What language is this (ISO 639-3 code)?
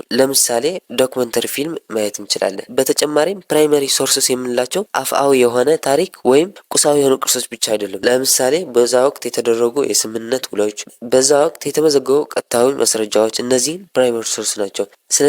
amh